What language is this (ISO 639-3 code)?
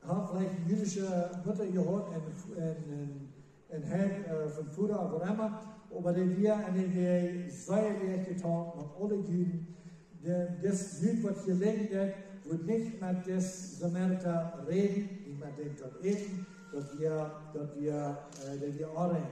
pdt